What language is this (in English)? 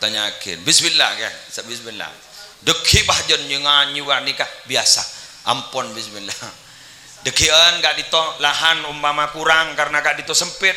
Madurese